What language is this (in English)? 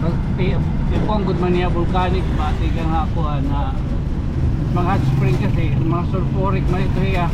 Waray